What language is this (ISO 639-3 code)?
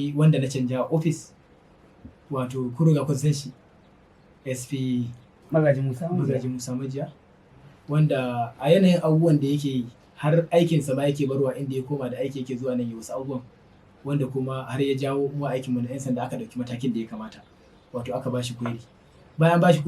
hau